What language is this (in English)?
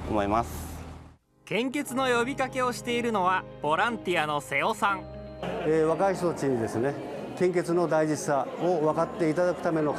Japanese